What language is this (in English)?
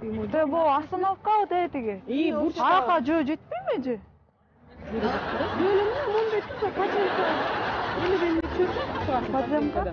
Kyrgyz